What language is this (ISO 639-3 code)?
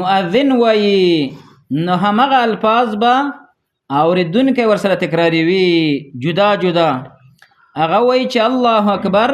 pus